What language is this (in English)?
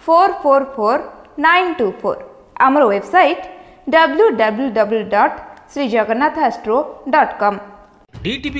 Odia